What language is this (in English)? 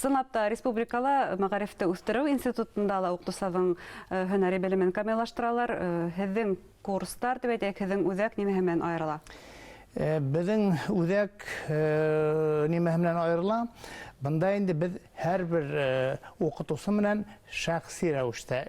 Bashkir